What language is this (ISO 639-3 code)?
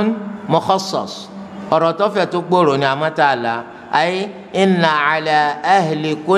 yor